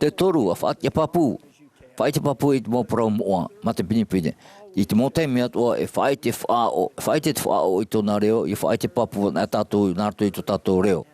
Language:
Tahitian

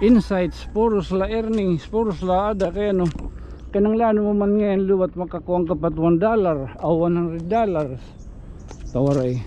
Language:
Waray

